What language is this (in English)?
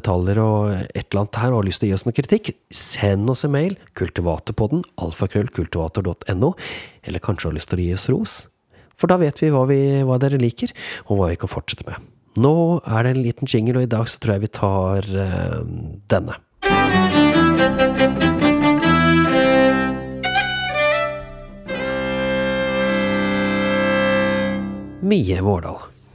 Norwegian